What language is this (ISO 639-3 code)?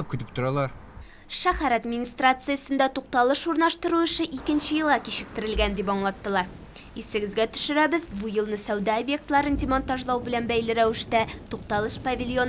tat